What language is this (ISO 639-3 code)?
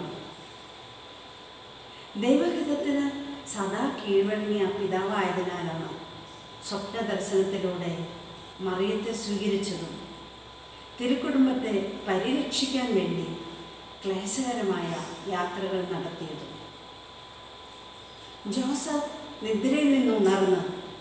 mal